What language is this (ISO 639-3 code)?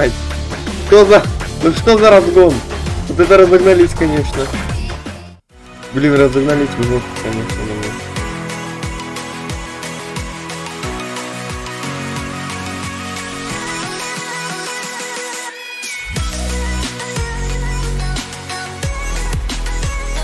rus